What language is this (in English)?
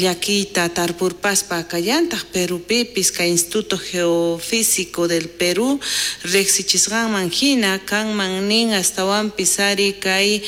South Bolivian Quechua